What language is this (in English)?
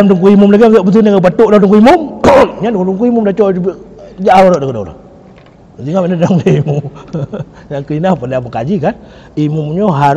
Achinese